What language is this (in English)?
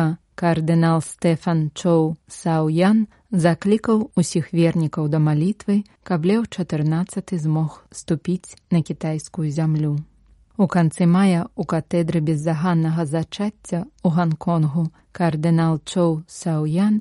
Belarusian